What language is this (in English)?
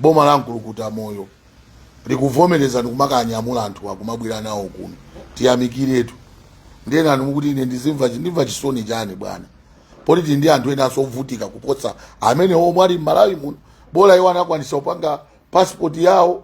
Nyanja